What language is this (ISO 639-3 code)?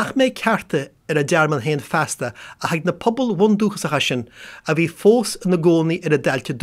gle